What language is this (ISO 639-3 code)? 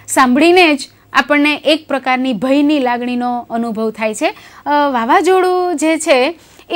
guj